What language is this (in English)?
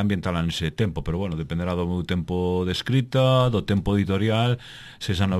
Galician